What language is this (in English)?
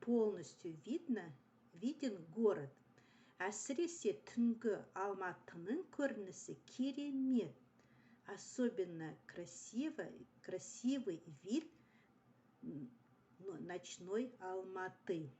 Kazakh